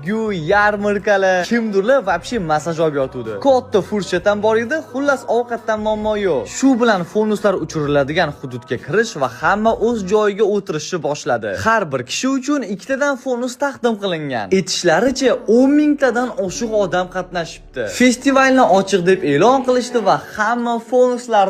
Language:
Uzbek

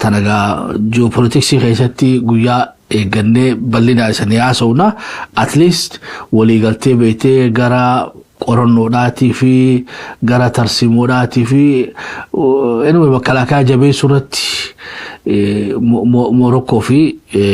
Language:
Oromo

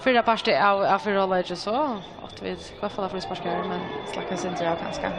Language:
Faroese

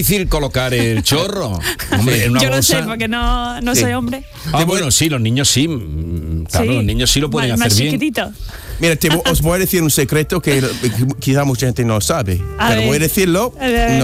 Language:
Spanish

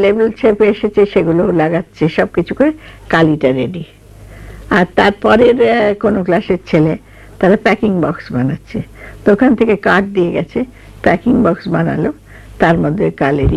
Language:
Bangla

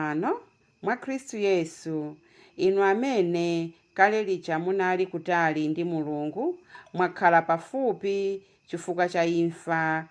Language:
Nyanja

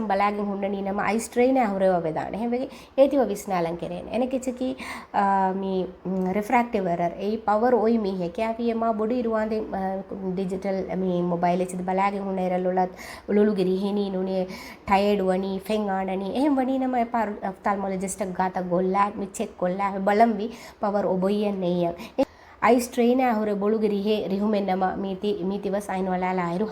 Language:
Divehi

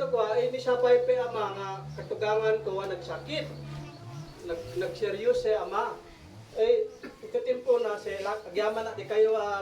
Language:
Isnag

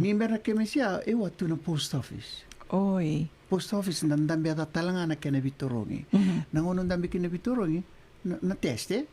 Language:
Fijian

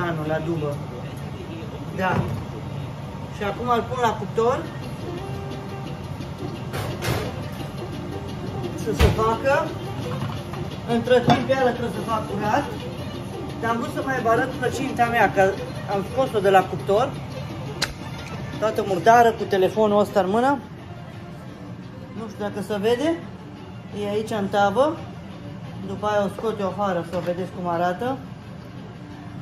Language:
Romanian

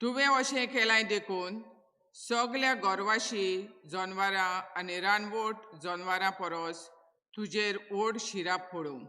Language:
Konkani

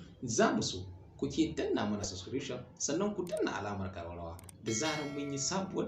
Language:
Hausa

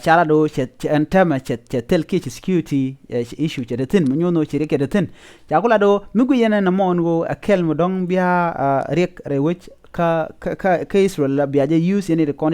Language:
Nuer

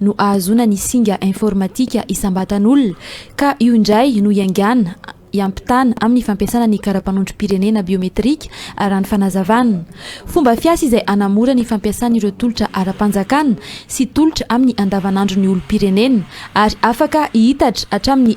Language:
Malagasy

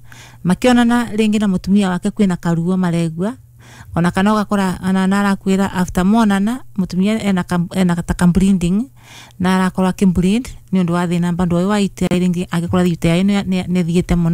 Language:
Kikuyu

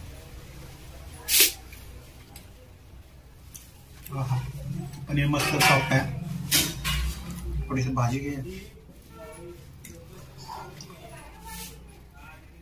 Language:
Marathi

